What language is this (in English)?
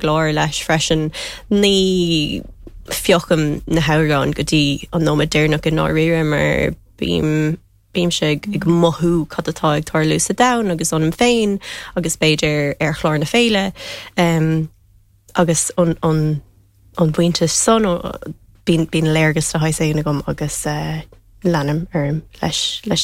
Irish